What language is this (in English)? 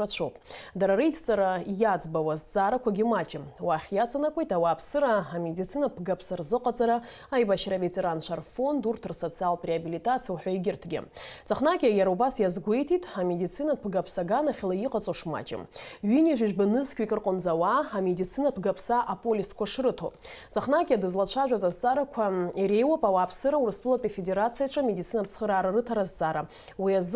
Abkhazian